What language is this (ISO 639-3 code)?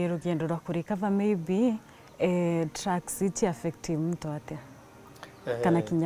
mer